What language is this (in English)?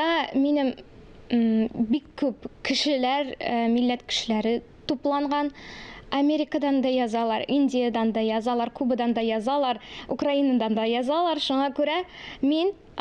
Tatar